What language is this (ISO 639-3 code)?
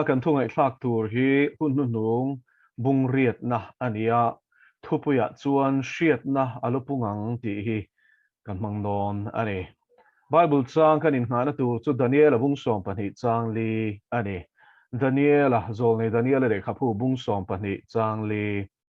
lus